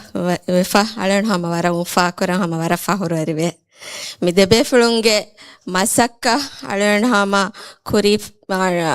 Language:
Divehi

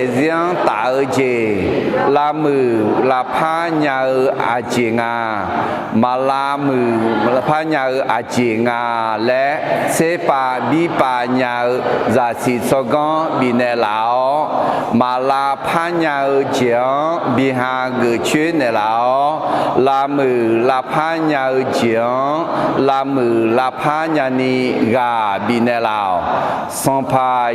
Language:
Akha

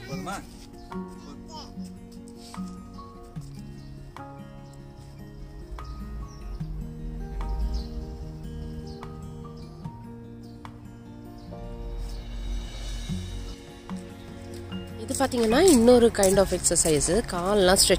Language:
Tamil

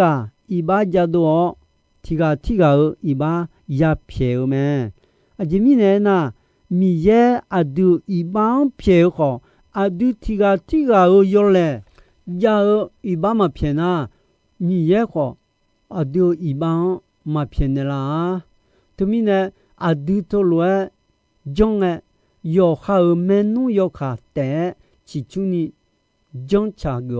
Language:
Akha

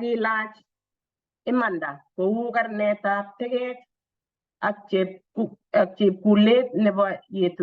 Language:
Kalenjin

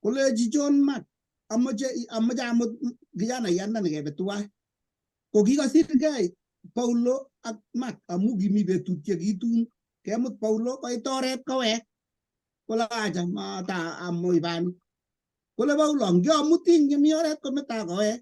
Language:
Kalenjin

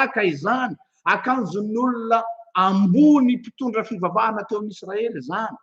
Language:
Malagasy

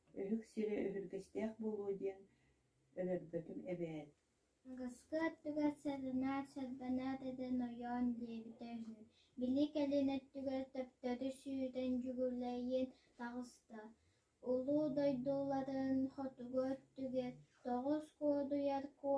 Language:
Yakut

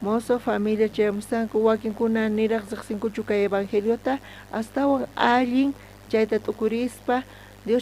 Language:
South Bolivian Quechua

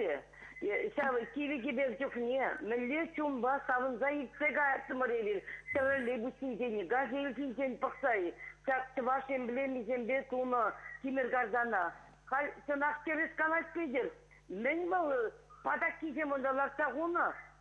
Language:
Chuvash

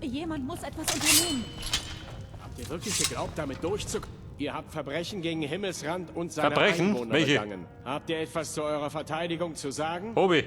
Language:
Bavarian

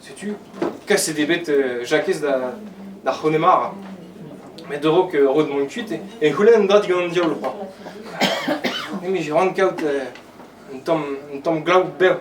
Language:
Breton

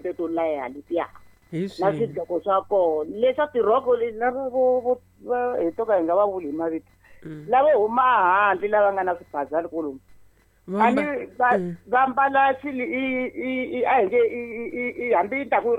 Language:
Tsonga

